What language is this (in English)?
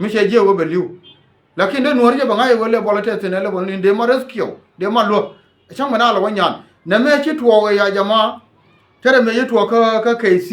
Nuer